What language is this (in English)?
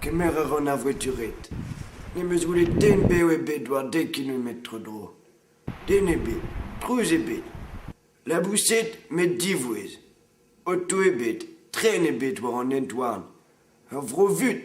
Breton